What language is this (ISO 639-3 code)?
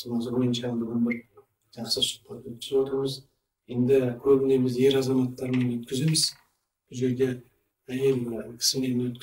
kaz